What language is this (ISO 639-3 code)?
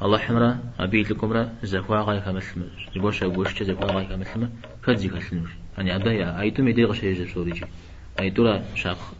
kbd